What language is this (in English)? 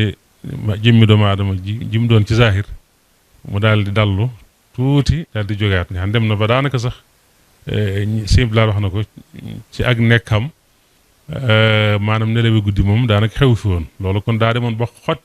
Wolof